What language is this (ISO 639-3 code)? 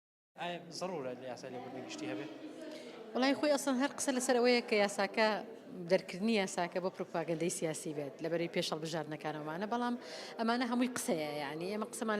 ckb